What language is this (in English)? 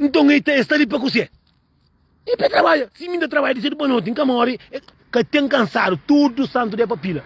Kabuverdianu